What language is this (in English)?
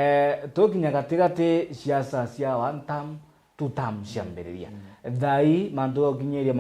Meru